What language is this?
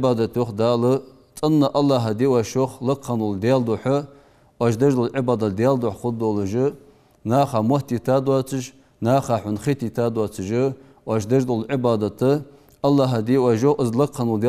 Ingush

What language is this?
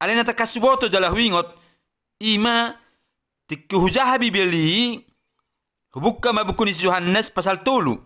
Batak Toba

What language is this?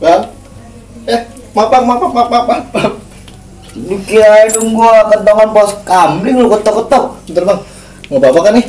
Betawi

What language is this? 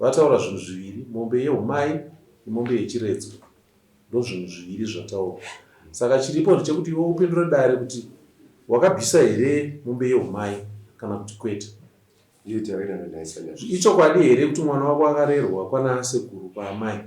Shona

